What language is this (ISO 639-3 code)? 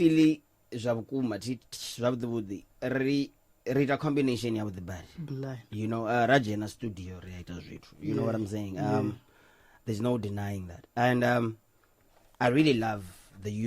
ven